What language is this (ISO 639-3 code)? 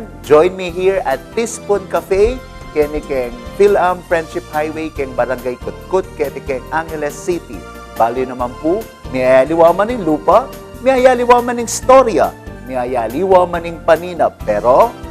pam